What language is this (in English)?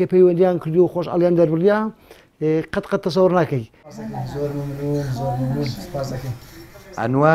Central Kurdish